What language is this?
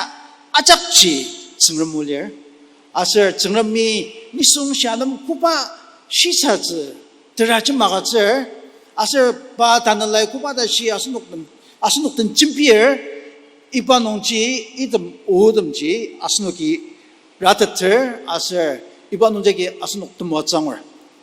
Ao Naga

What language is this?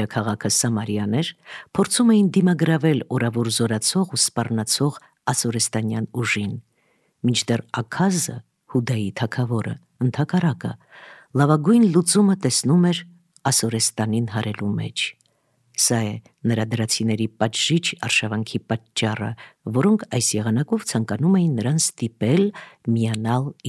Armenian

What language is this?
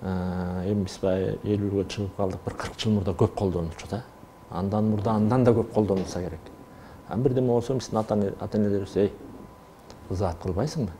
Kyrgyz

